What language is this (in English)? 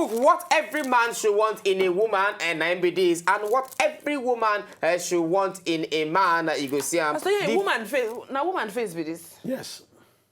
Nigerian Pidgin